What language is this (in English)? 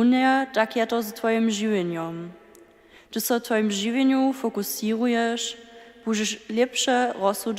Upper Sorbian